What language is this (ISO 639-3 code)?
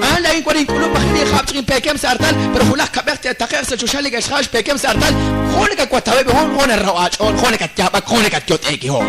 kek